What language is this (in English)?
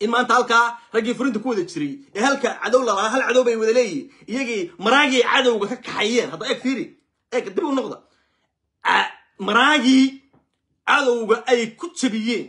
Somali